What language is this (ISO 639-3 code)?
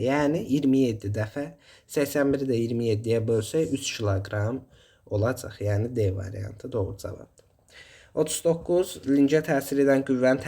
aze